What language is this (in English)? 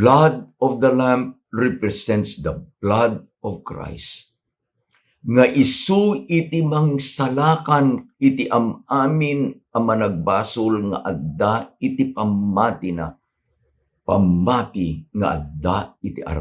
Iloko